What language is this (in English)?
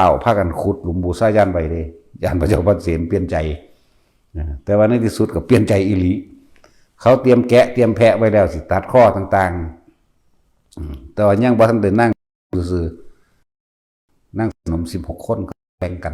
Northeastern Thai